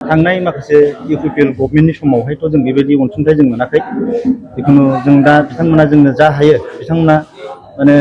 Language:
Bodo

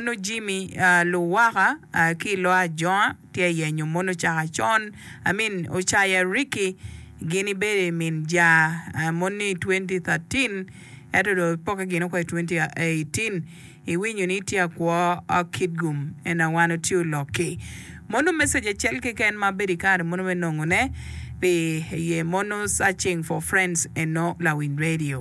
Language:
Acoli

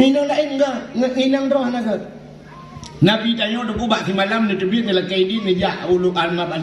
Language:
Achinese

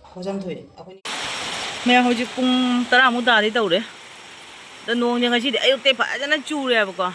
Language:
Manipuri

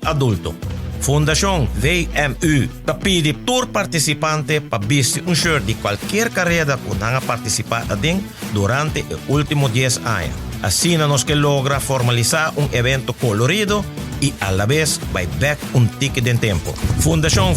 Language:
Papiamento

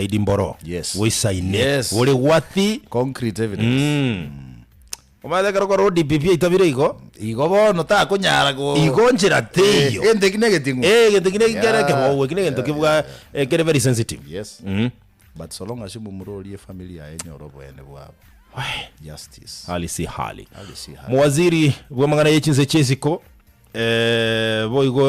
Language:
Gusii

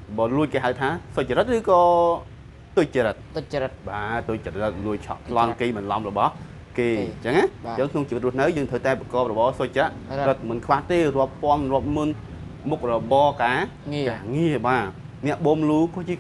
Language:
Khmer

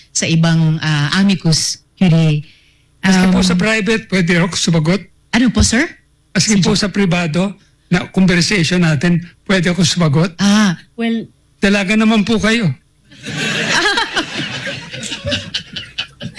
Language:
Filipino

